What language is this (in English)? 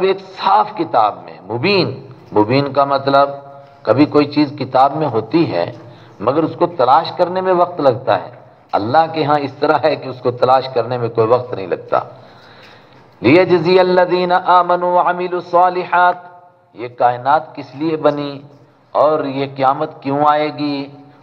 Urdu